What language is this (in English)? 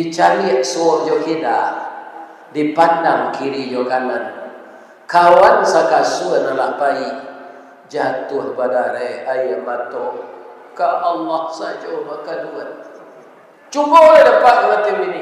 Minangkabau